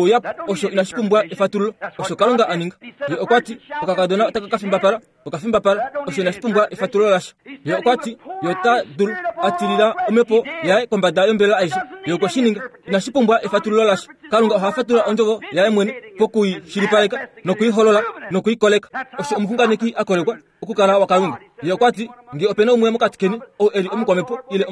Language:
Kuanyama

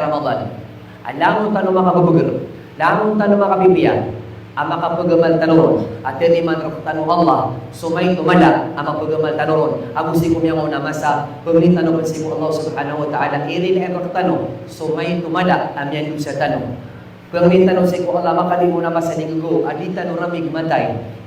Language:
Maranao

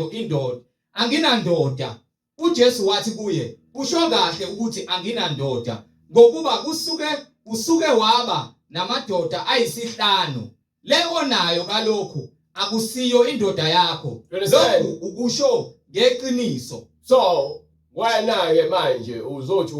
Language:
Zulu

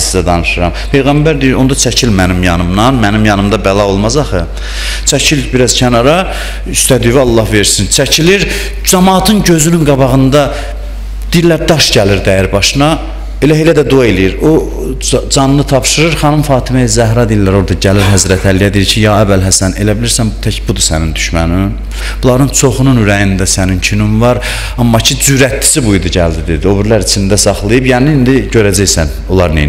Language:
Azerbaijani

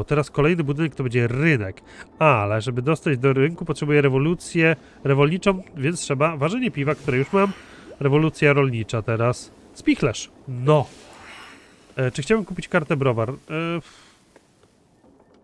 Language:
Polish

